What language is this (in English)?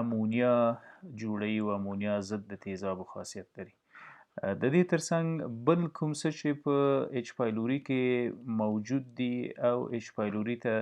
Pashto